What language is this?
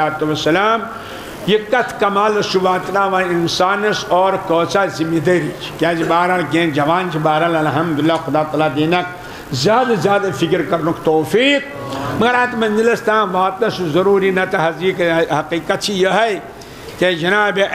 Kashmiri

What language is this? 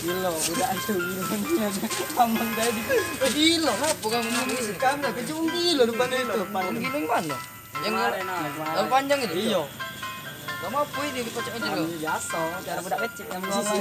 Musi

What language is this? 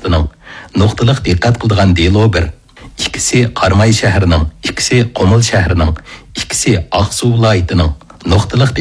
Uyghur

